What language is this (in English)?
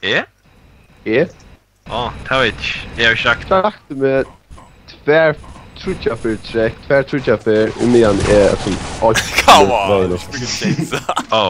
Faroese